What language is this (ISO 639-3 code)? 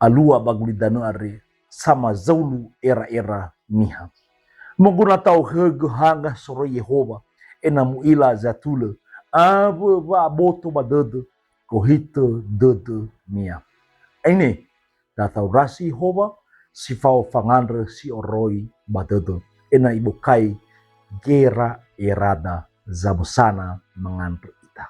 nia